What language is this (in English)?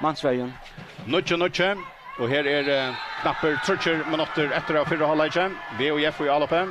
Faroese